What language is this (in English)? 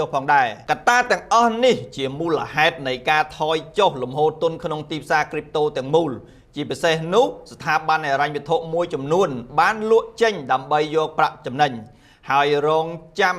Khmer